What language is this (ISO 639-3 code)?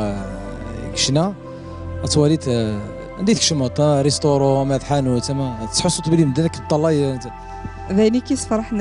kab